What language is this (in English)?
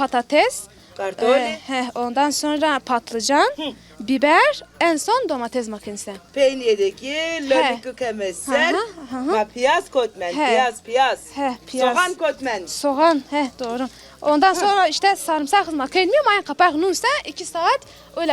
Zaza